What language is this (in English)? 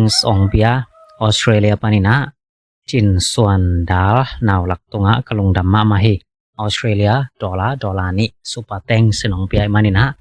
Tedim Chin